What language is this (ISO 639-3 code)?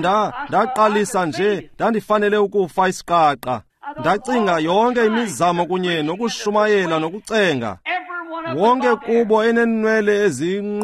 xho